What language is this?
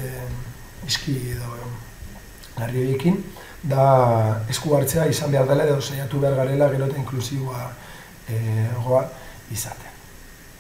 Basque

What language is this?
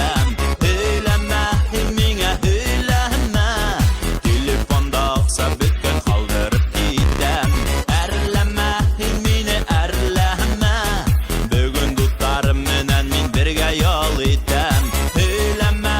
Bashkir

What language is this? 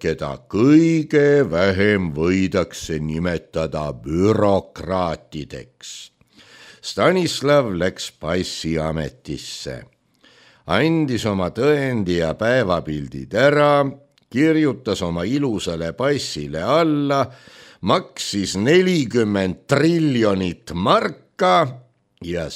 Estonian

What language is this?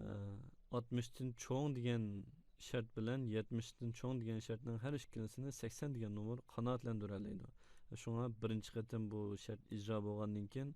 Uyghur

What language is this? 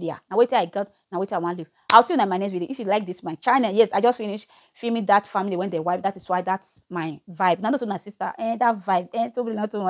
Nigerian Pidgin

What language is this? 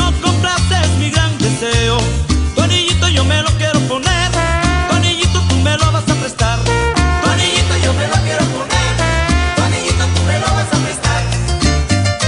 Spanish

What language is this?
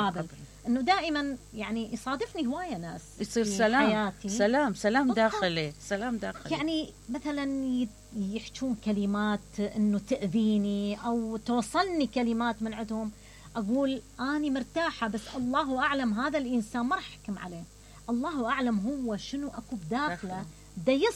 Mesopotamian Arabic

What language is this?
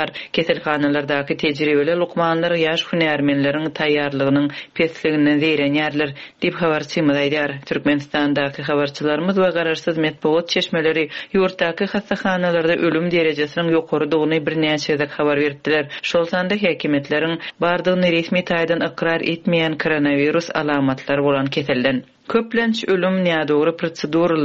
Turkmen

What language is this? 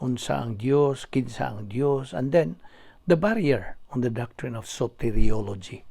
Cebuano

